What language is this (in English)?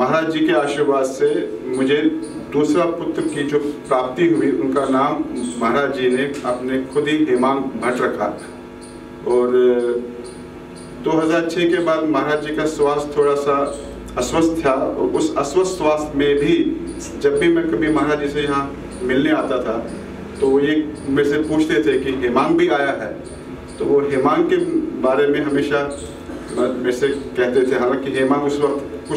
Hindi